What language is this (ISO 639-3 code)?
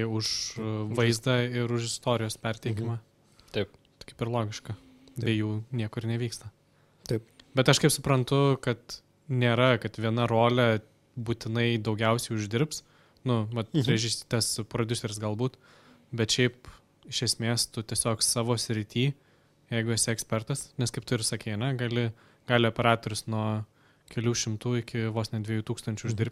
lit